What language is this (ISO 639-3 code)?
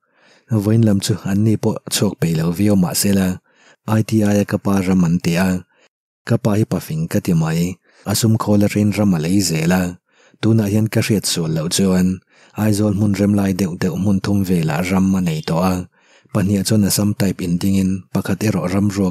lus